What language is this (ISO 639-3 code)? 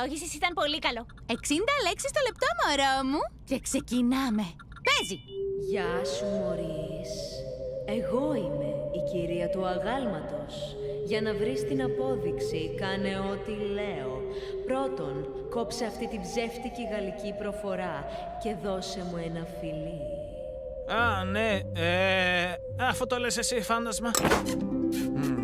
ell